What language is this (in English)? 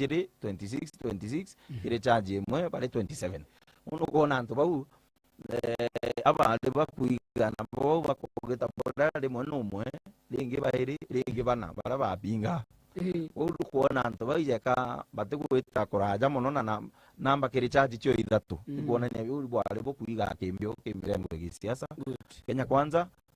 Meru